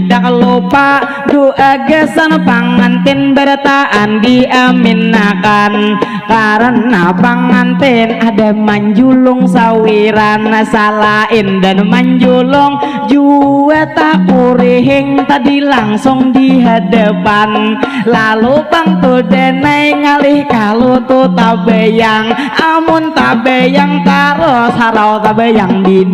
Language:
Banjar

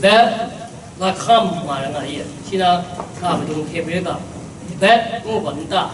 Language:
Kachin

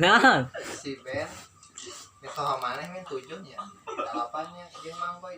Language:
Sundanese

